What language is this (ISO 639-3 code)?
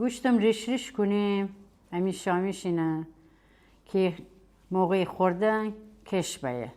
glk